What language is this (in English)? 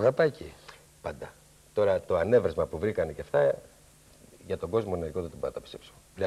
Greek